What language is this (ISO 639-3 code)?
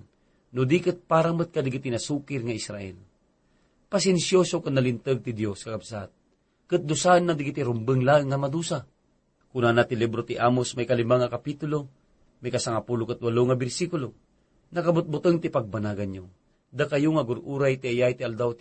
ilo